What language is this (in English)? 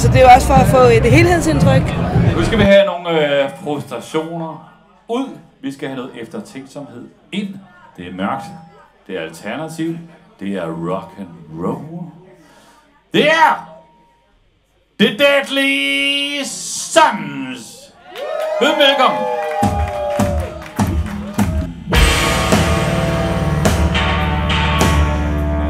Danish